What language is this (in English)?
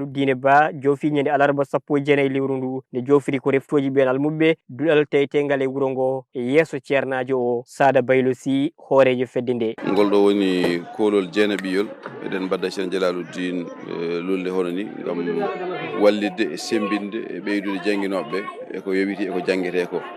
Fula